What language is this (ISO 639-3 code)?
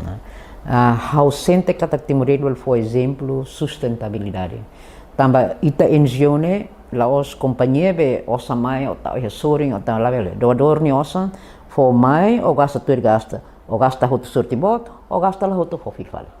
tet